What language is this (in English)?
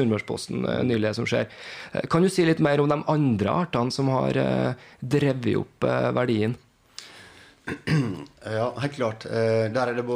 Norwegian